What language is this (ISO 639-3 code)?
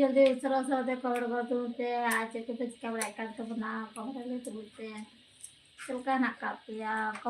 sat